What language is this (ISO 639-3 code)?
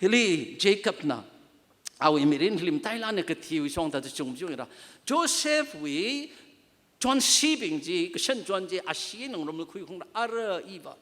nmf